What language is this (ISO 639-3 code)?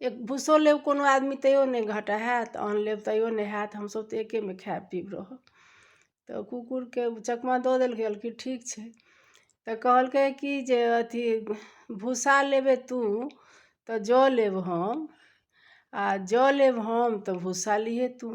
mai